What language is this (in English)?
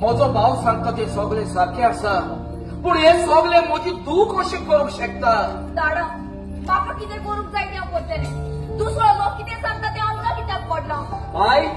Konkani